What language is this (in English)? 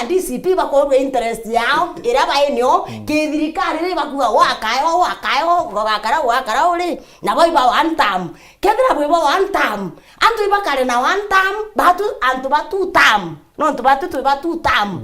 Meru